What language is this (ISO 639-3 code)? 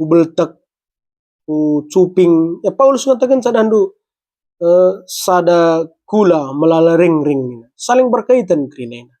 btx